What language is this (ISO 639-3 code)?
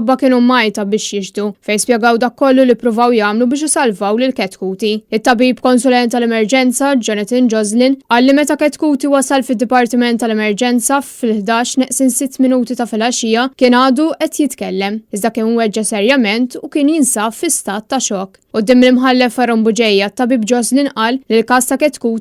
mlt